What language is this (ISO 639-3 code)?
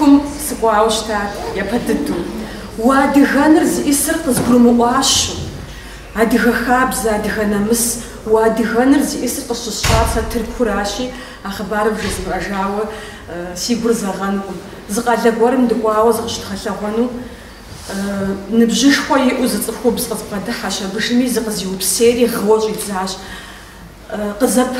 kbd